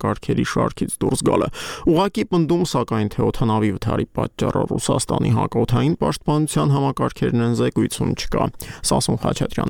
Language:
Armenian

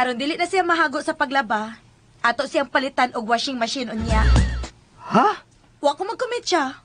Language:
Cebuano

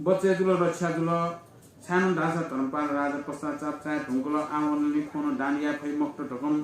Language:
Newari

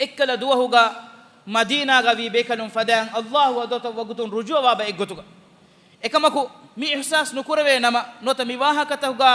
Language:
Divehi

